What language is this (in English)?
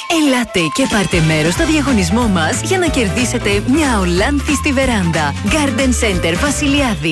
Greek